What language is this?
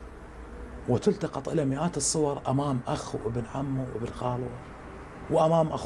Mesopotamian Arabic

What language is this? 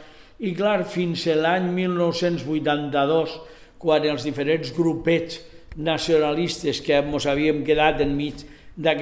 Catalan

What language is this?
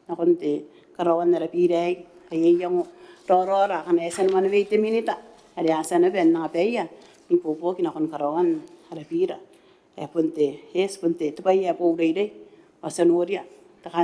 Gilbertese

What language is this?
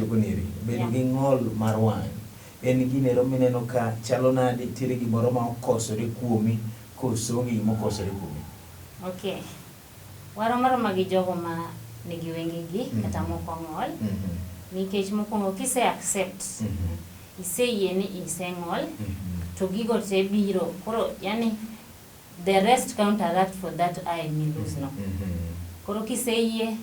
Luo (Kenya and Tanzania)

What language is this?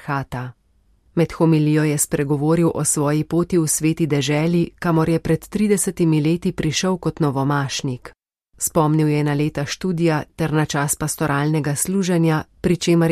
Slovenian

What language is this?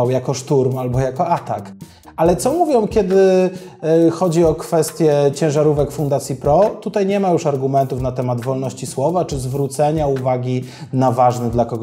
Polish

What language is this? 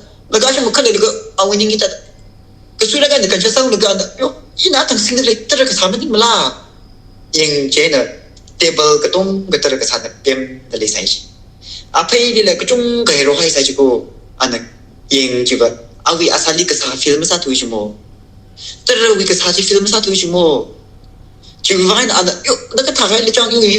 Tangkhul Naga (India)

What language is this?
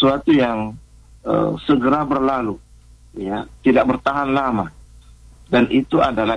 Indonesian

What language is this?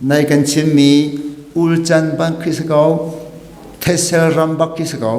Hakha Chin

